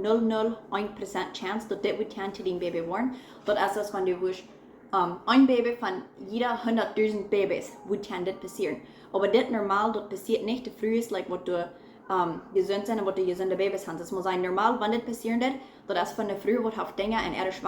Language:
Plautdietsch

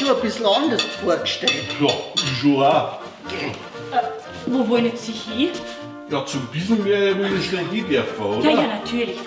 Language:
Bavarian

